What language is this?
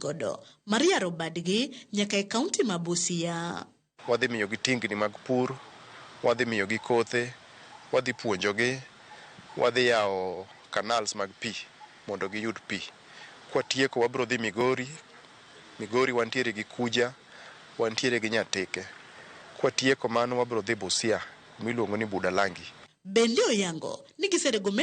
Luo (Kenya and Tanzania)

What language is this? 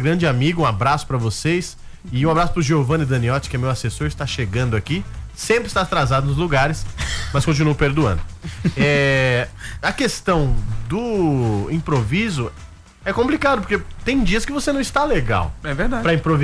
Portuguese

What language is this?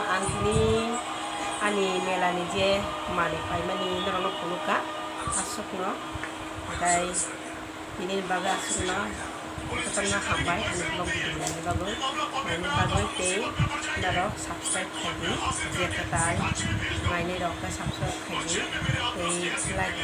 Kok Borok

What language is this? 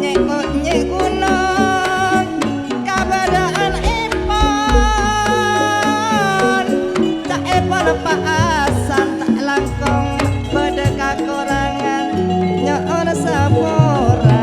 Madurese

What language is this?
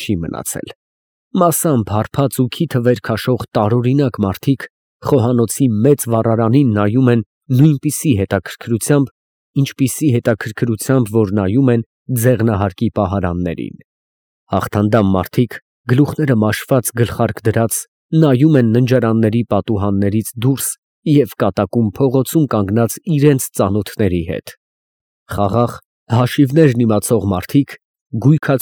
Armenian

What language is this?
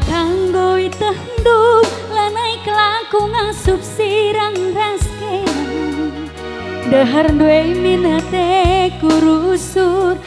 Batak Karo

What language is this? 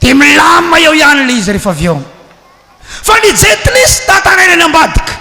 Malagasy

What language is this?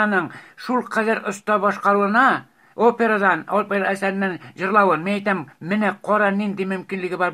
Tatar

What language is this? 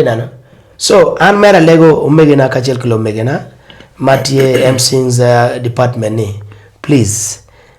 Acoli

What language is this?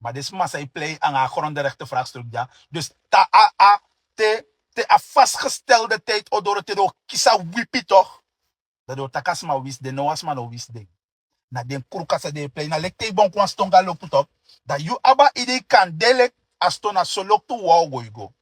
Sranan Tongo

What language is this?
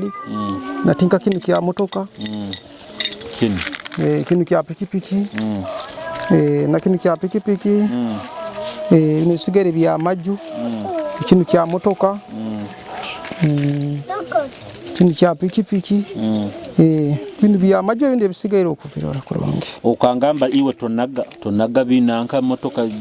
Nyoro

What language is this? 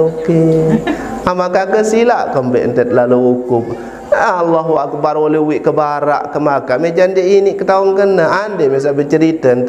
Sasak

